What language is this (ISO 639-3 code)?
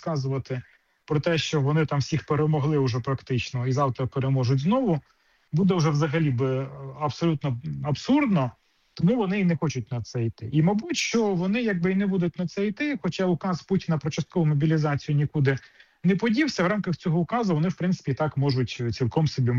ukr